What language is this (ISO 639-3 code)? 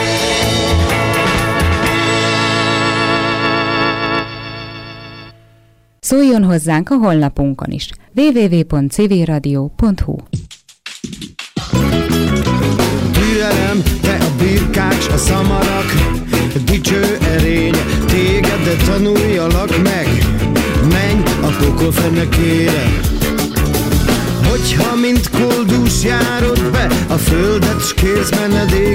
hun